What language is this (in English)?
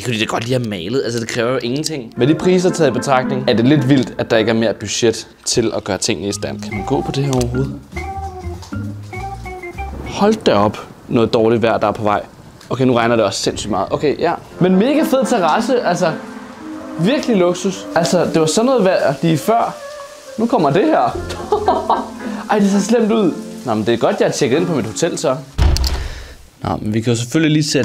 Danish